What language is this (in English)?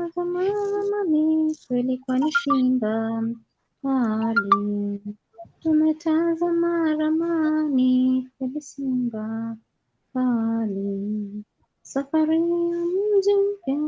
Gusii